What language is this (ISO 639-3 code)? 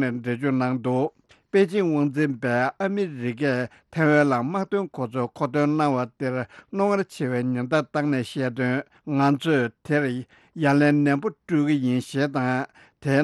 bod